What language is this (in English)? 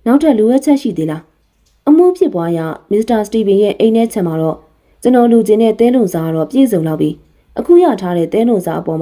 Burmese